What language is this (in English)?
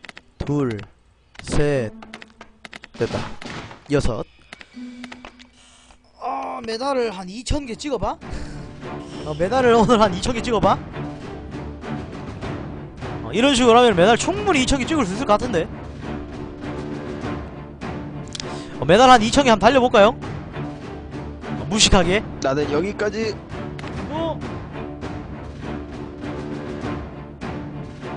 Korean